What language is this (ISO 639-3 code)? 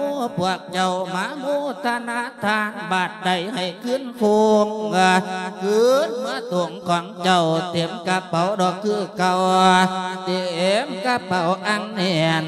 lao